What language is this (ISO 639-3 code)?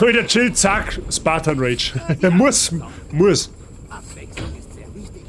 bar